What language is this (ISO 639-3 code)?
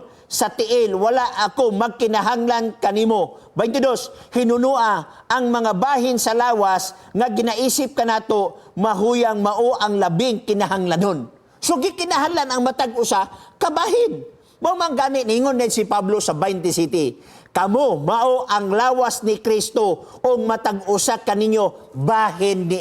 ceb